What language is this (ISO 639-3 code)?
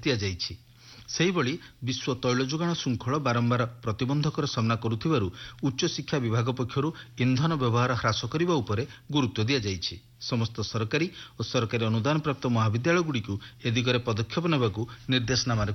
ori